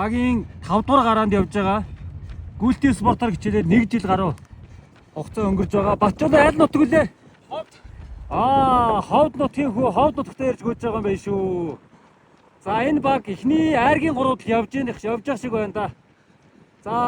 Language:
Mongolian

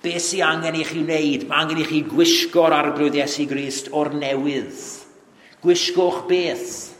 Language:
Welsh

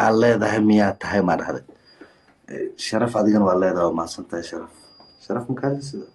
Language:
Somali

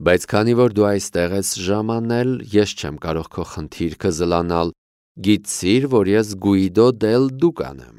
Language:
Armenian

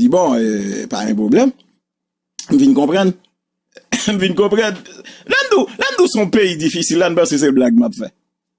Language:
Haitian Creole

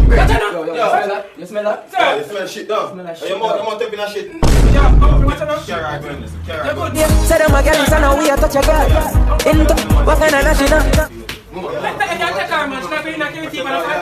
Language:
Jamaican Creole English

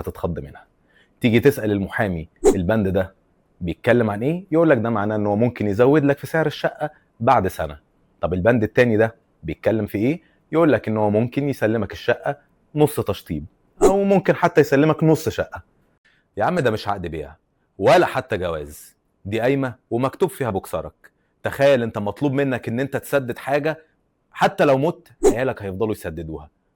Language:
Egyptian Arabic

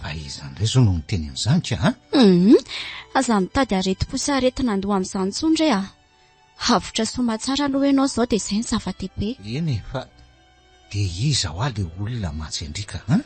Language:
Malagasy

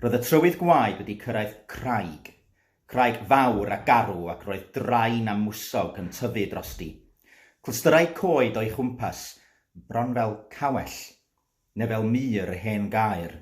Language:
Welsh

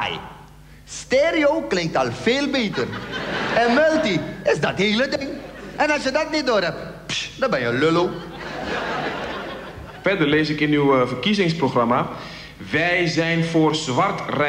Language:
Dutch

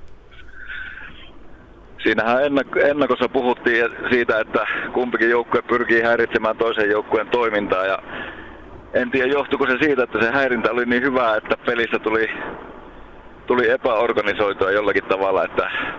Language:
Finnish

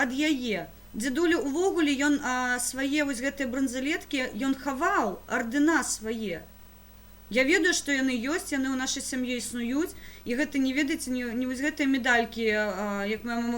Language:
Belarusian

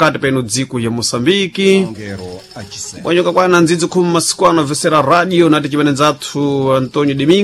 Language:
Sena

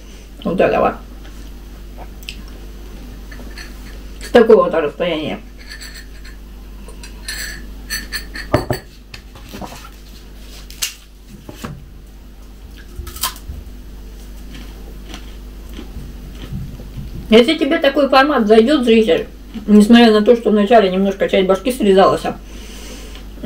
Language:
Russian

